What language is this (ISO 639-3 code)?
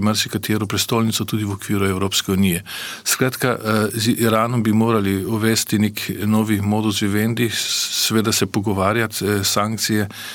slv